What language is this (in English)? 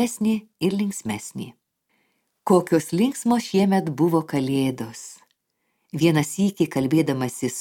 Lithuanian